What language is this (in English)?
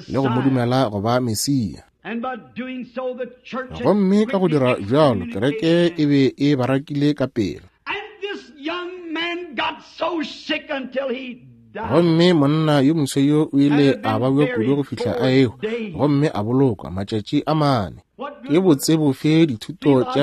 Northern Sotho